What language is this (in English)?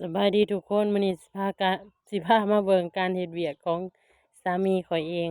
Lao